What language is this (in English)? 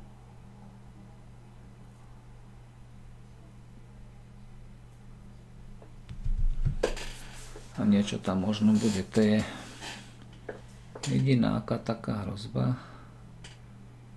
Slovak